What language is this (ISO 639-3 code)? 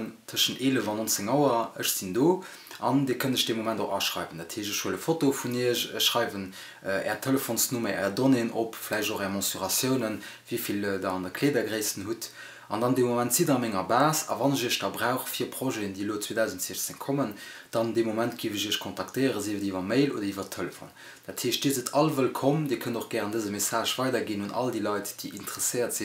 ltz